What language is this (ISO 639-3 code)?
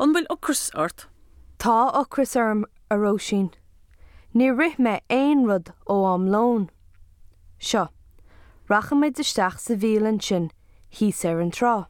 gle